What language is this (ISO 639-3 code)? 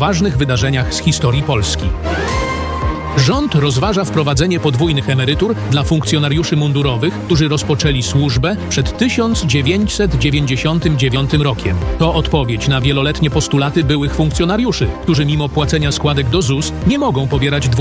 pol